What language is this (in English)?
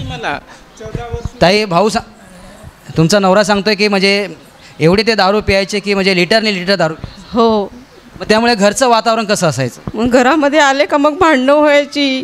Marathi